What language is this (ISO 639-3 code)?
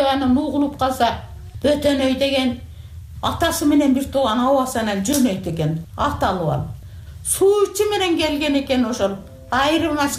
kir